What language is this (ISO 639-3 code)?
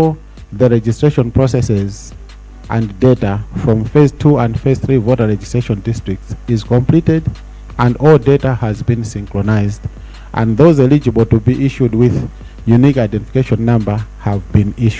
nya